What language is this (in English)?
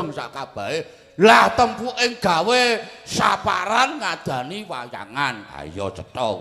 Javanese